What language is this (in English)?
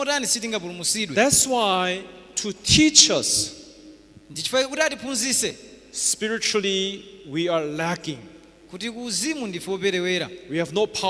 Nyanja